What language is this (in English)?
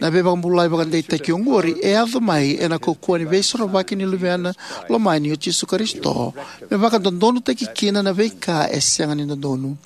Fijian